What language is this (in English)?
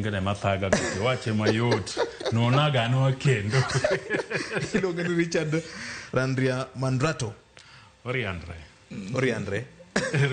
Luo (Kenya and Tanzania)